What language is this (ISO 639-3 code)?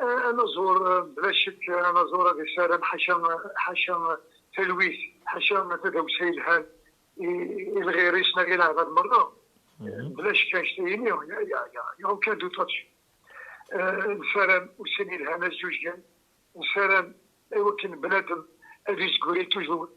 kab